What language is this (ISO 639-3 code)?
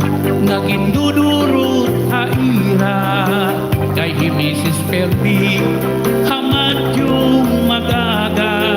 war